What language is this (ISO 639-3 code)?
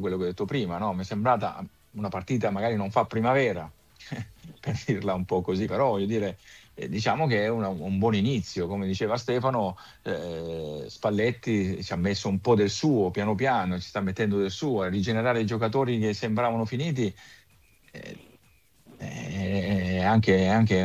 ita